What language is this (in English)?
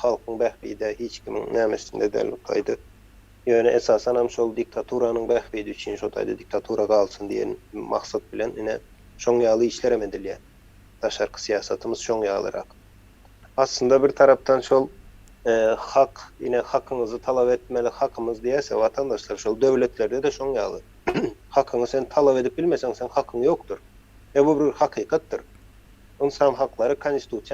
Turkmen